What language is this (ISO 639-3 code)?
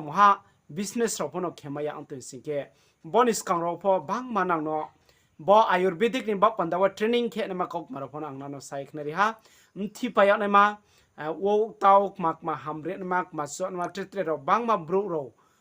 ria